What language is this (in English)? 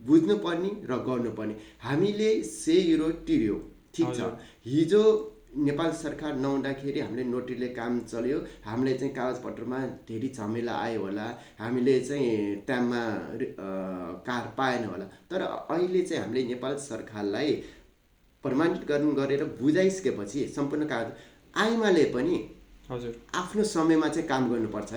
Nepali